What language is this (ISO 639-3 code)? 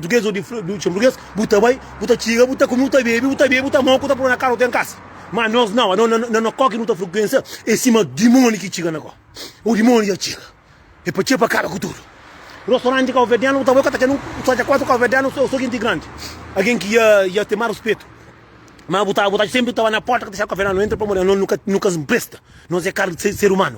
kea